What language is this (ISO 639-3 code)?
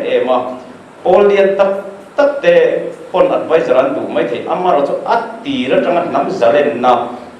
lus